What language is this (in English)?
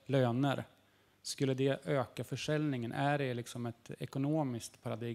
Swedish